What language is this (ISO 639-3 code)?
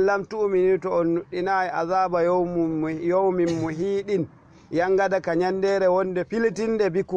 ful